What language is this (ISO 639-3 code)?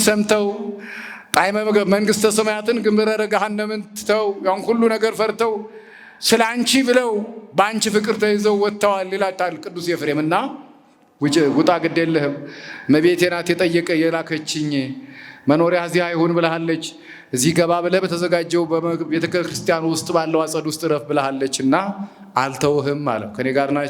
amh